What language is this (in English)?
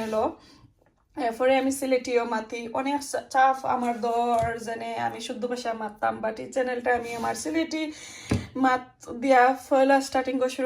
Sylheti